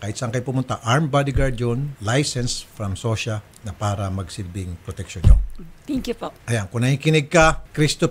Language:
Filipino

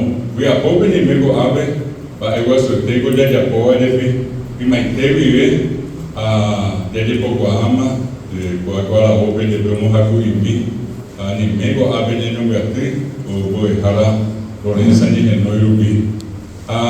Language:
Guarani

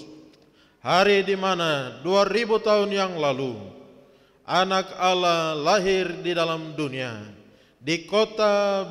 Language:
Indonesian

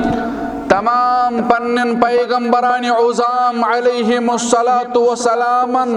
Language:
Kashmiri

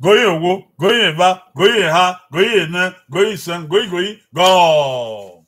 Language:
Bini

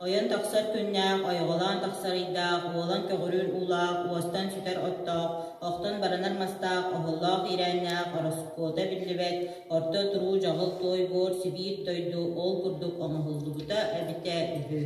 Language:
Yakut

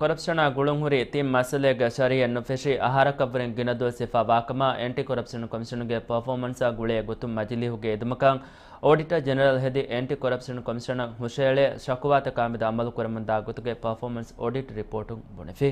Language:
Divehi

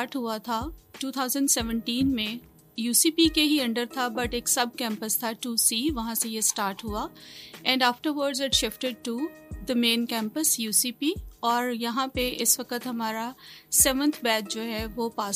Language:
Urdu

